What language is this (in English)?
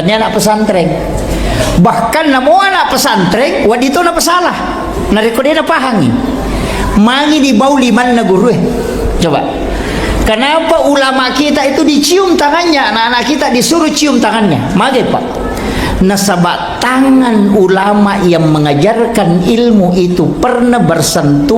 Buginese